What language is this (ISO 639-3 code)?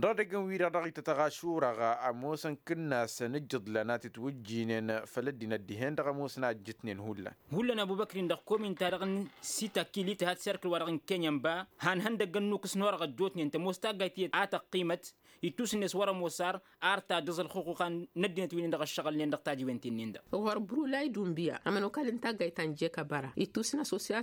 taq